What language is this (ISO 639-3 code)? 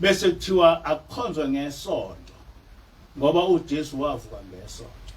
zul